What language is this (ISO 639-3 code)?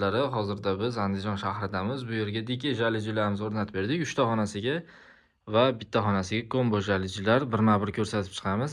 uzb